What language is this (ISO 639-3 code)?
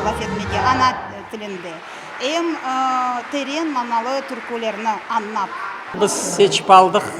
crh